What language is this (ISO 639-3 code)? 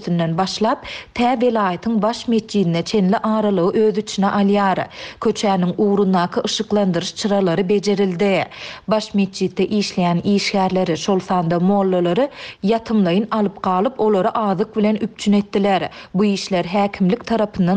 tuk